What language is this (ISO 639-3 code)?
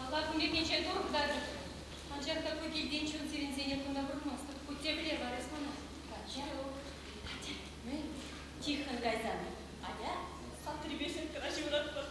chv